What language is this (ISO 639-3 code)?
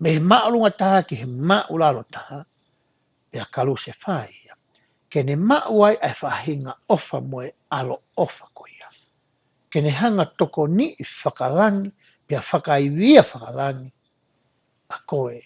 ton